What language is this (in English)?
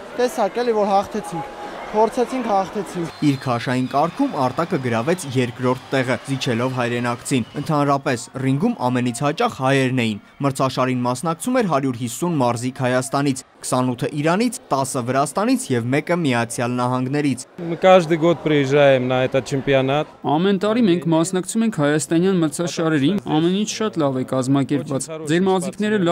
Armenian